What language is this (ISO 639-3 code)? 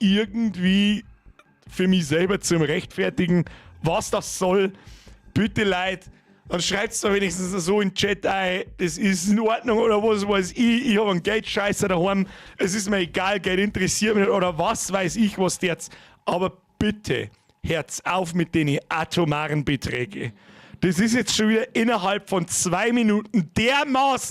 bar